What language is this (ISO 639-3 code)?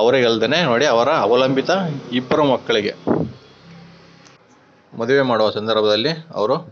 kan